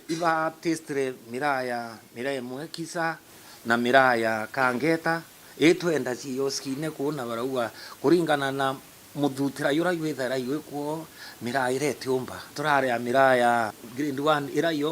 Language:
Meru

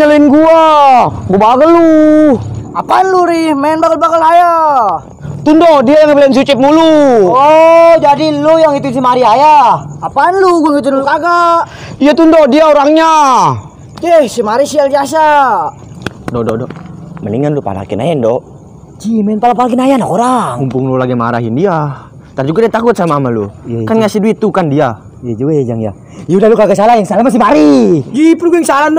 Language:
Betawi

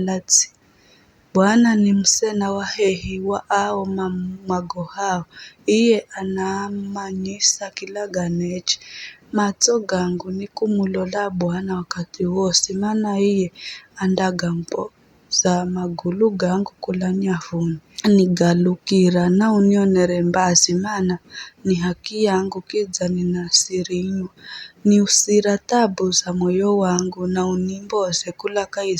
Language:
Giryama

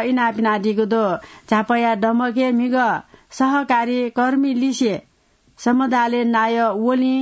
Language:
Newari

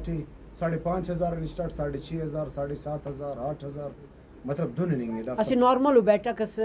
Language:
Brahui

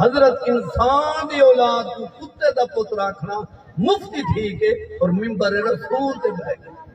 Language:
Saraiki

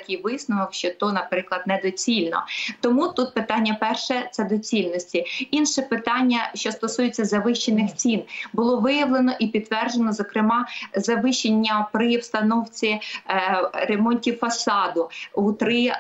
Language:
Ukrainian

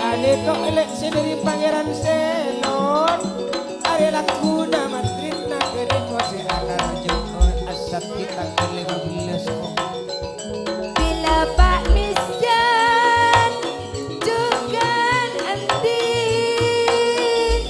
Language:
Madurese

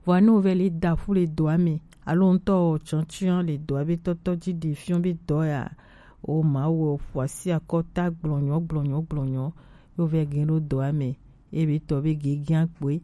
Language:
Gen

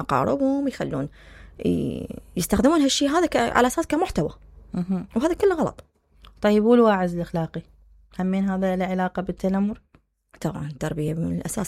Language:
Mesopotamian Arabic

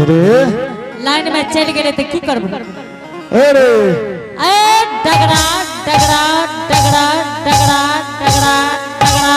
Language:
Angika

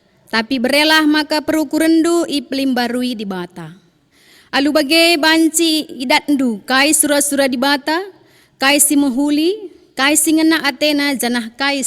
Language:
Batak Karo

